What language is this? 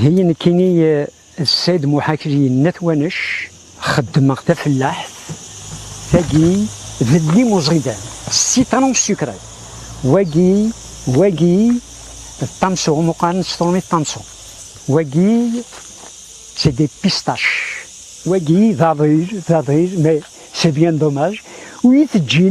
Kabyle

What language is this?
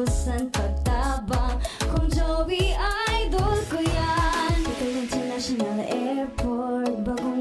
Bikol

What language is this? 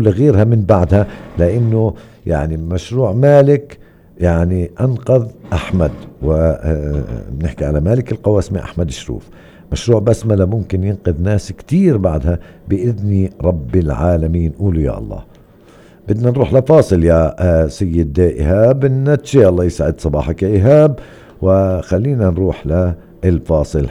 North Levantine Arabic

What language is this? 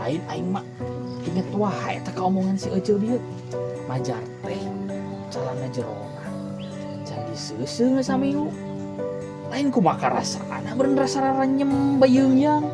Sundanese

